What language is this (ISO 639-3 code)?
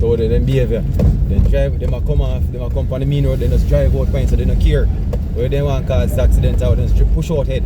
jam